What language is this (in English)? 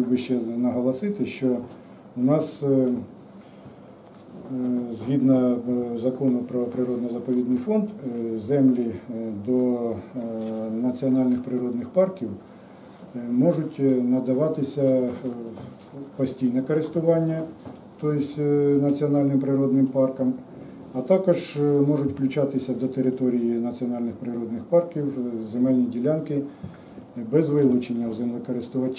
Ukrainian